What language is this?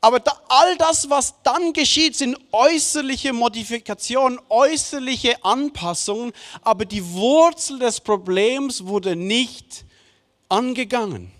Swiss German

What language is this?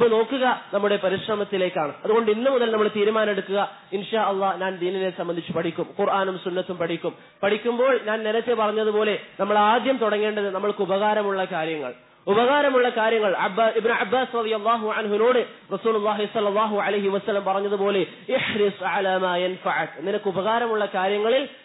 Malayalam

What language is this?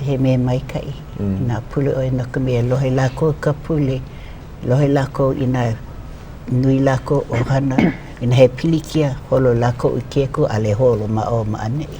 Hawaiian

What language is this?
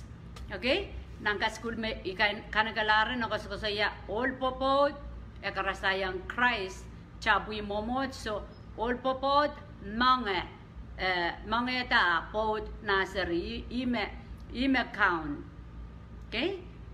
Pohnpeian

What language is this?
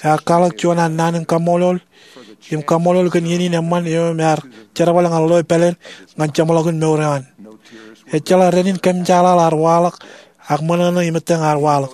Marshallese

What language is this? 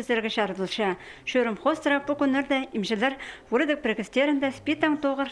Khakas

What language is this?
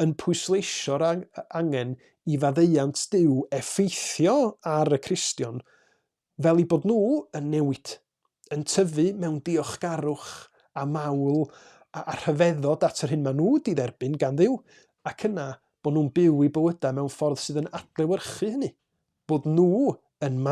Welsh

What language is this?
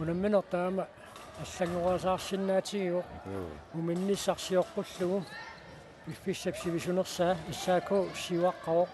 Kalaallisut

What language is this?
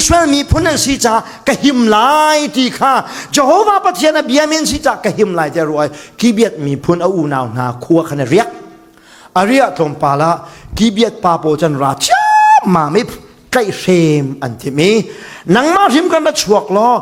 Falam Chin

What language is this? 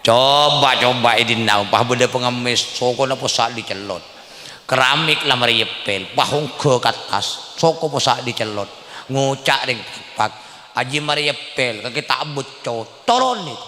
Madurese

